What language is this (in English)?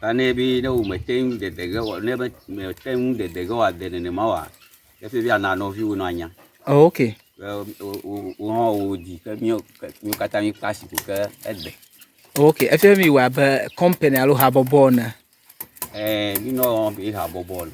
Ewe